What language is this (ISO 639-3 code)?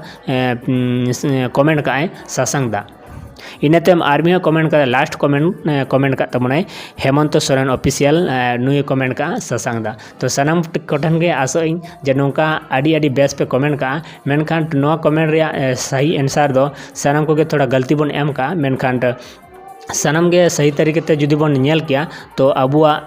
sat